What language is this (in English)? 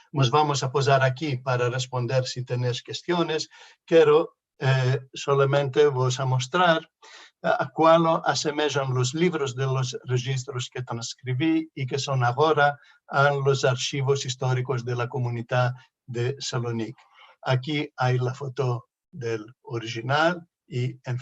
Ladino